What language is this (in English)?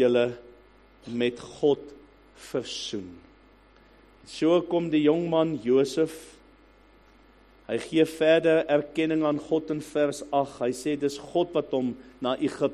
Afrikaans